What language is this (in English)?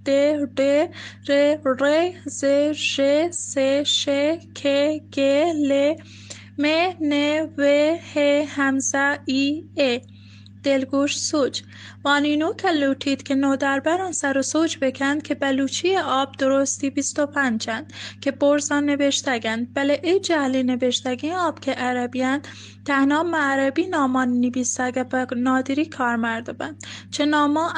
Baluchi